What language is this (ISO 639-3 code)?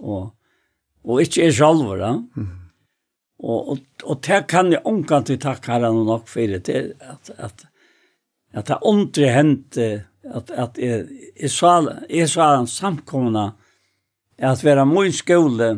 fao